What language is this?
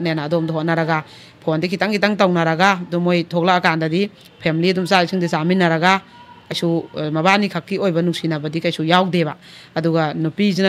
Manipuri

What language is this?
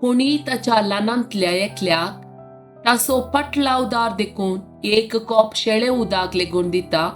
Konkani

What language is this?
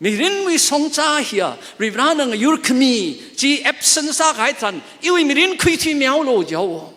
Tangkhul Naga (India)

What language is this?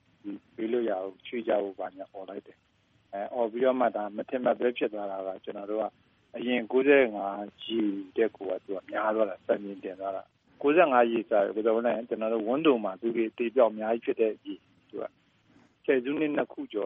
Burmese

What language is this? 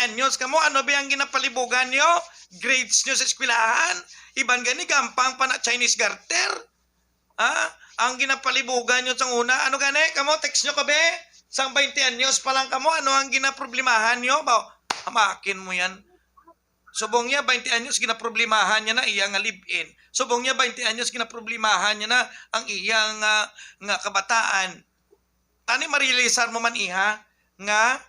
Hiligaynon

